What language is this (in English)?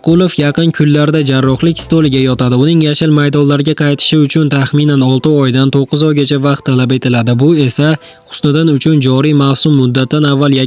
Uzbek